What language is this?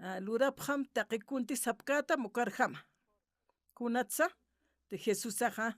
Aymara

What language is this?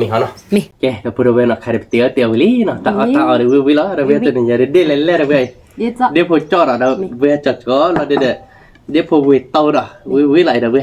S'gaw Karen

